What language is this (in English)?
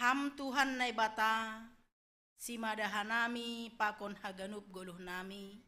Batak Simalungun